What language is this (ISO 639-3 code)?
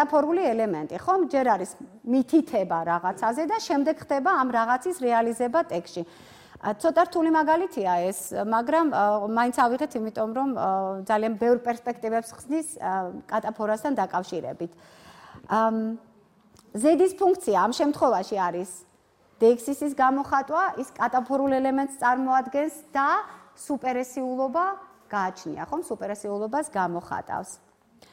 kat